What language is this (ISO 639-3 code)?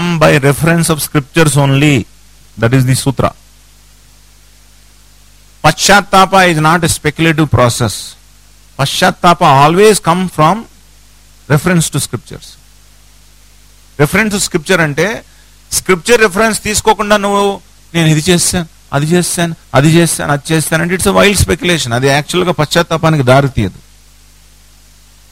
tel